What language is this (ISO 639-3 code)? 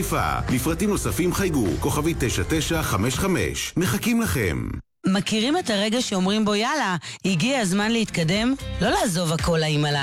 heb